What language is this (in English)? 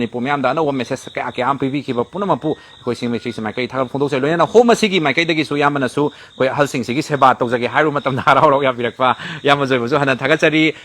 Manipuri